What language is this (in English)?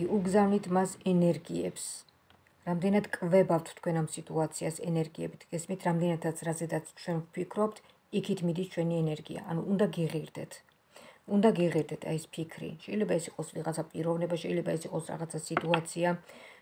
Georgian